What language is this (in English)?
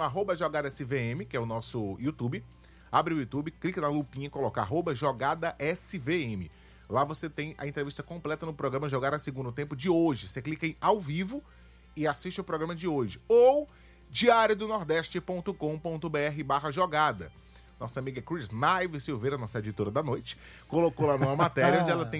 Portuguese